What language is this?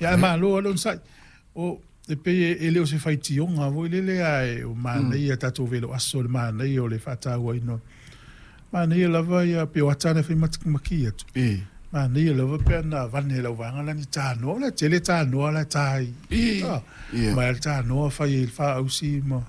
Samoan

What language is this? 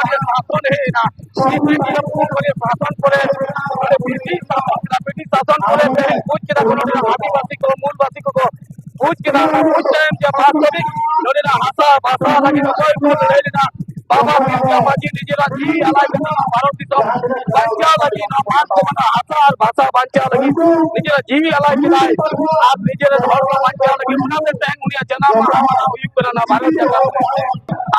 Santali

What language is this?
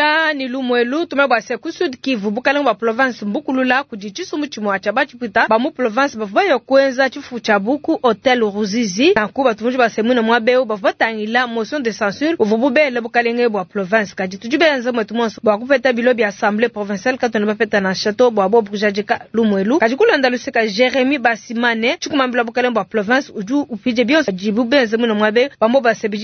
Luba-Lulua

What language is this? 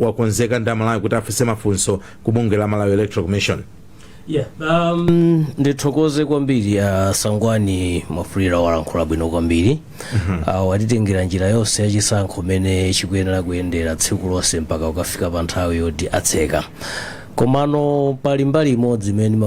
Nyanja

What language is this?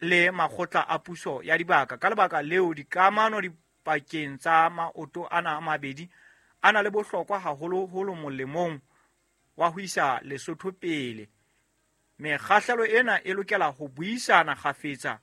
Southern Sotho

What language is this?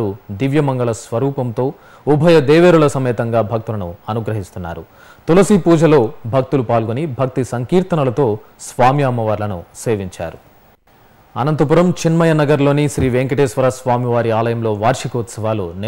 Telugu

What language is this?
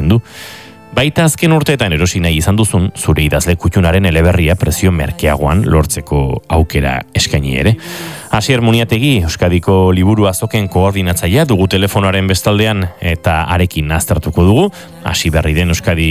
Basque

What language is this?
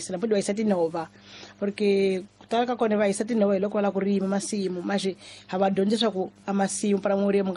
Tsonga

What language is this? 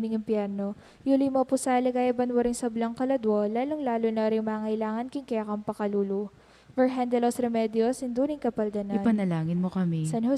Pampanga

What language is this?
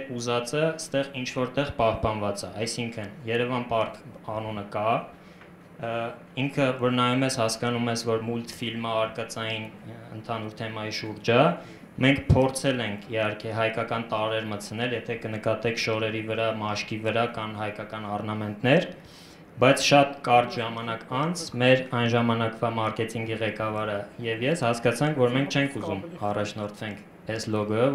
Armenian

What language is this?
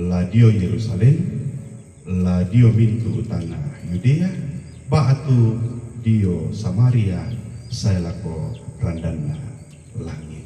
Toraja-Sa'dan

